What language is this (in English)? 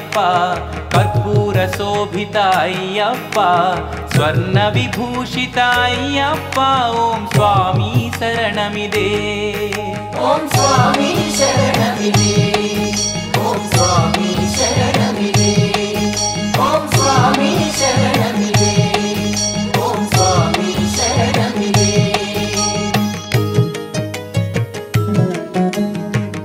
Telugu